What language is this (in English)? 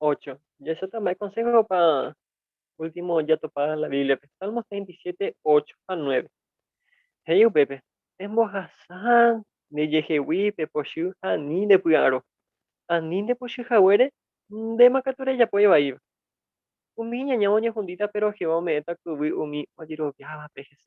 Guarani